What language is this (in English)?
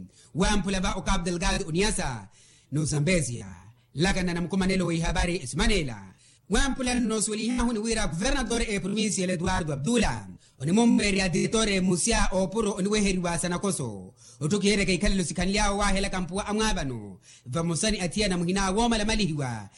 Makhuwa